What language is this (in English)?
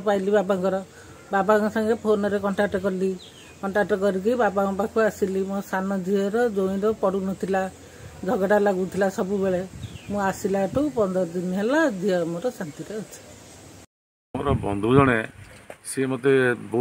Odia